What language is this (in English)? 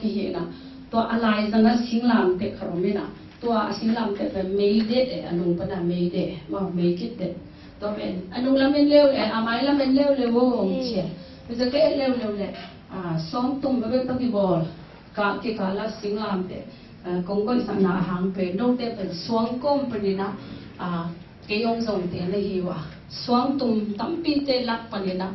Tedim Chin